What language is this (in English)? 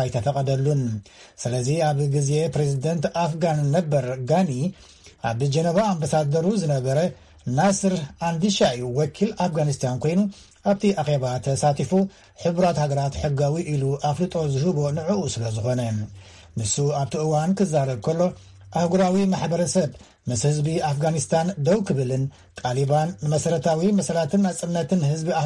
Tigrinya